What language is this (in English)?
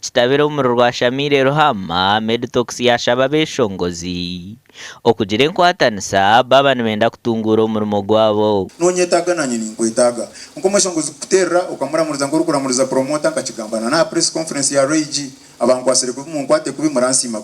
Nyankole